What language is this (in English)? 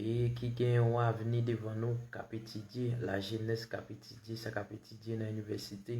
Haitian Creole